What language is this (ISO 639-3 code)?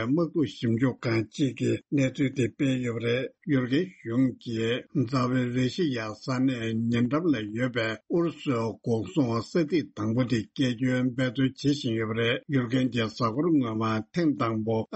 bod